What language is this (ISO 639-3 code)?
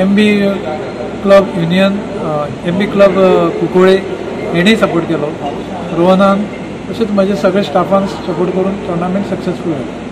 kok